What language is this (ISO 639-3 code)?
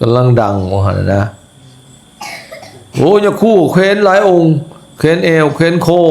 lao